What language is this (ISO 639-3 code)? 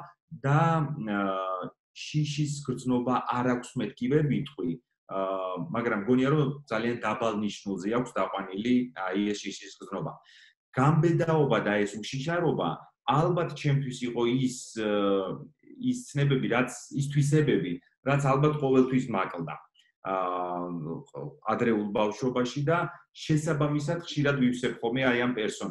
kat